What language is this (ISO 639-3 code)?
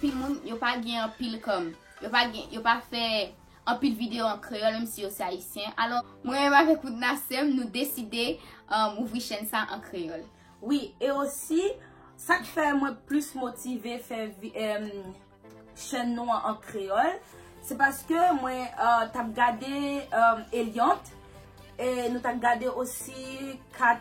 hat